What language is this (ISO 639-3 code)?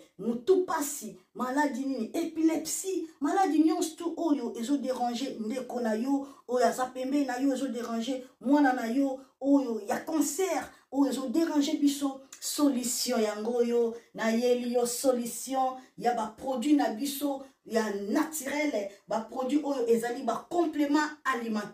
lin